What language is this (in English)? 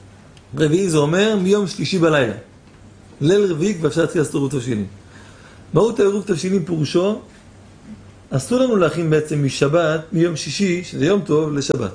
Hebrew